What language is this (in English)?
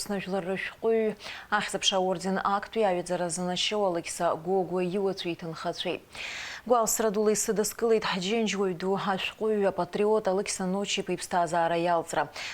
Abkhazian